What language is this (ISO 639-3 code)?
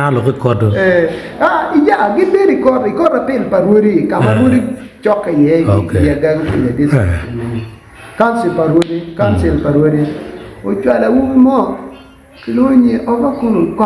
ach